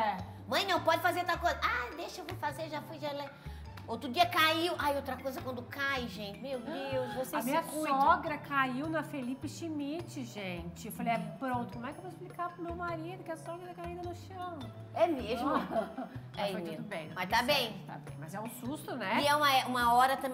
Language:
Portuguese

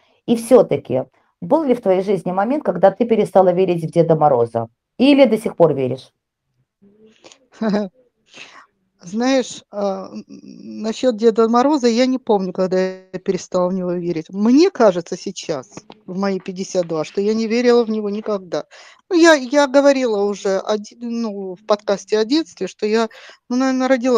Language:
Russian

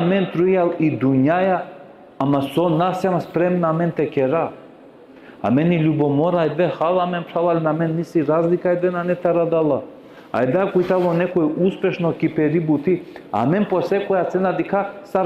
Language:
Balkan Romani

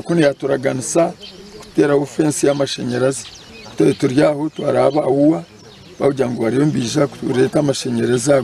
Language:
Nyankole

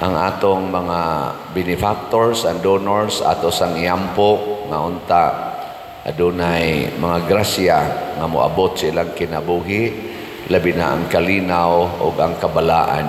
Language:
Cebuano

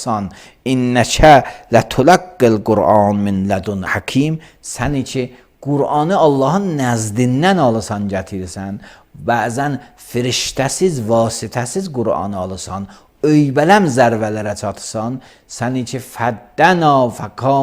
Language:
Azerbaijani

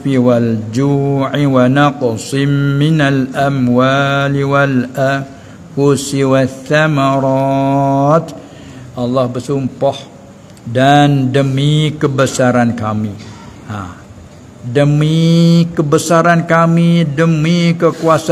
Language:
Malay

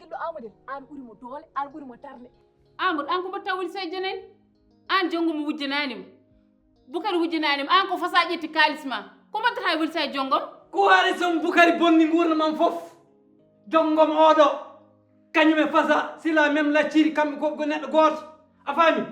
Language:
Fula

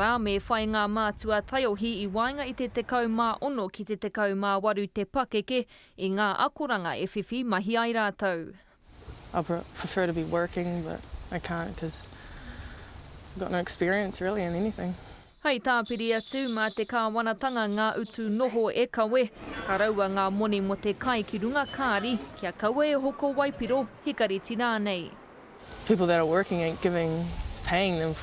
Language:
Māori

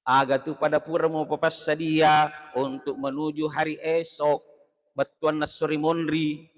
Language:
Buginese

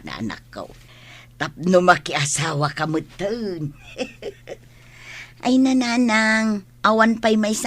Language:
Iloko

